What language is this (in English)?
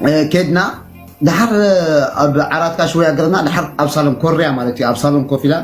Tigrinya